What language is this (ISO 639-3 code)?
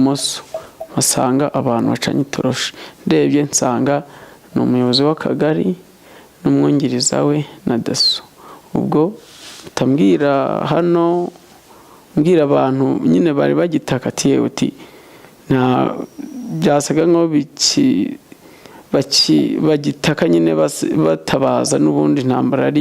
kin